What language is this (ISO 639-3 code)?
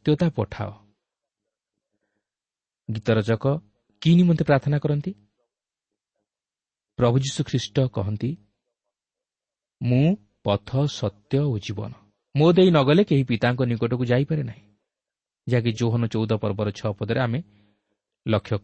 ori